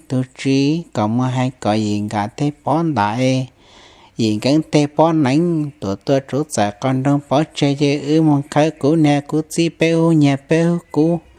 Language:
Hmong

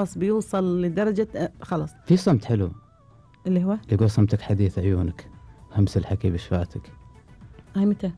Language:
Gulf Arabic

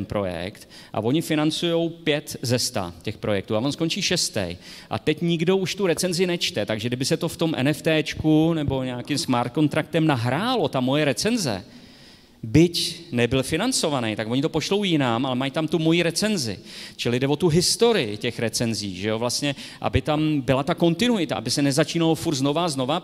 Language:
Czech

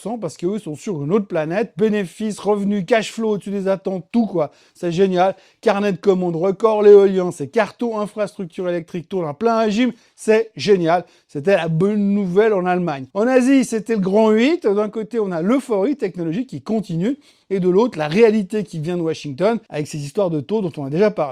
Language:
French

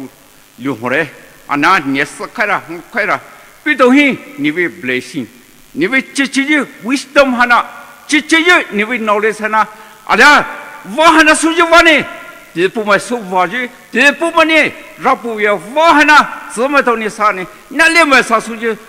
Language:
Poumei Naga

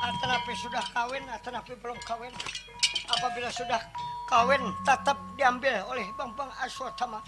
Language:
Banjar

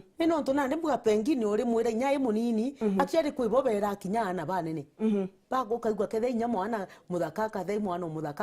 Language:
Meru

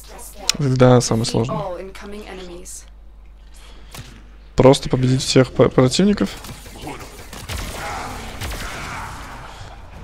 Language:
Russian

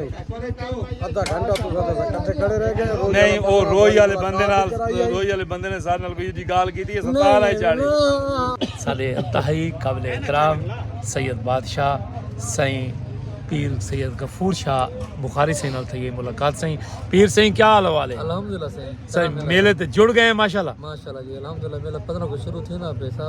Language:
Saraiki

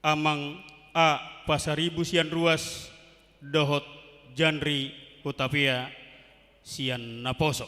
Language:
Batak Toba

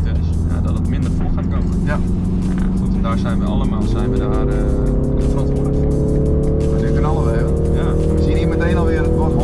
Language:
Dutch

